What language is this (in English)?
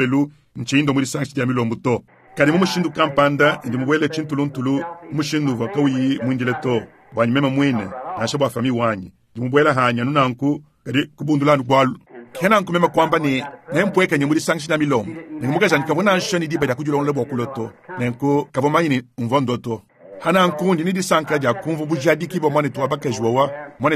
Luba-Lulua